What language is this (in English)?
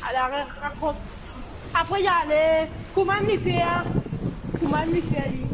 Morisyen